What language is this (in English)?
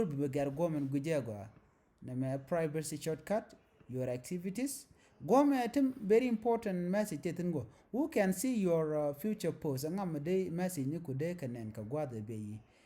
Nuer